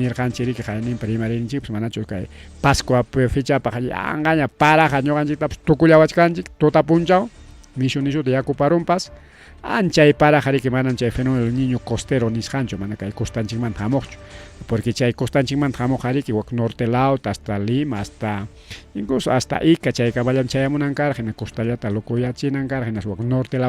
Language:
Ayacucho Quechua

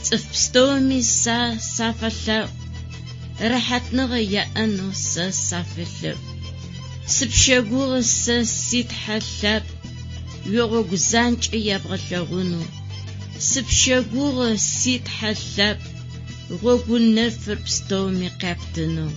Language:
Adyghe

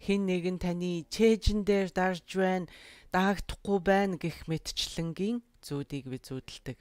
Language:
Mongolian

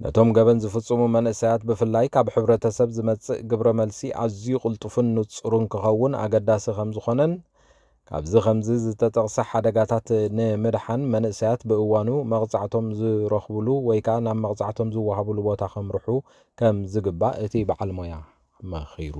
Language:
Tigrinya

